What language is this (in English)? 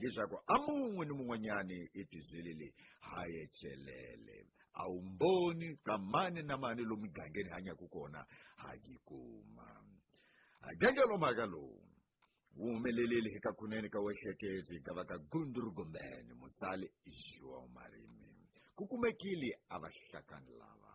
Tsonga